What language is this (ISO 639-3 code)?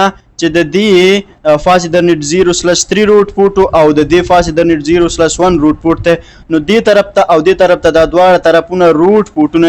pus